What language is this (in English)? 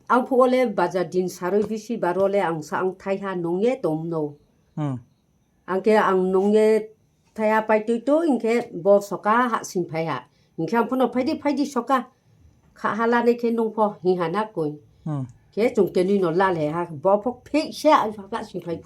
Riang (India)